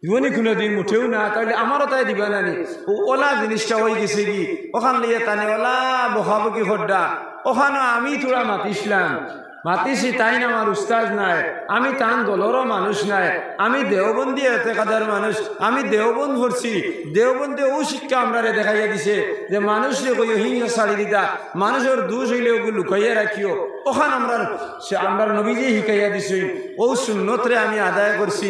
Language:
Sylheti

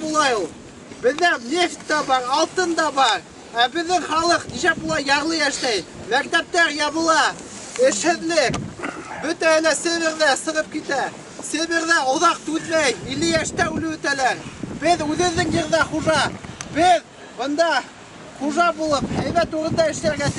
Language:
Bashkir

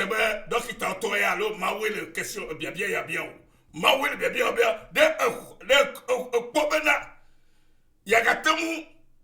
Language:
Ewe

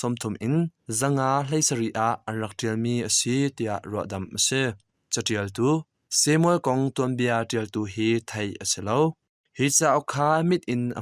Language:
Hakha Chin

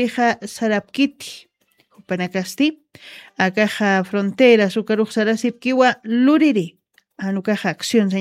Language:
Aymara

